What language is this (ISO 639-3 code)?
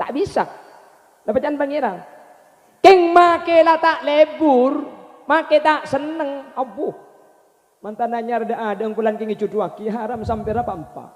mad